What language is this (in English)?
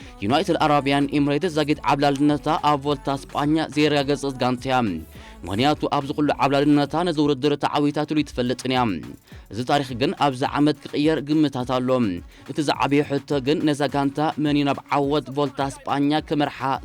Tigrinya